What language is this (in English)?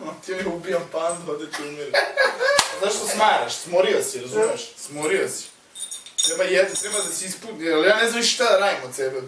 Bosnian